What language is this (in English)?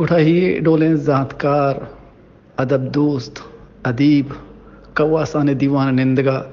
Baluchi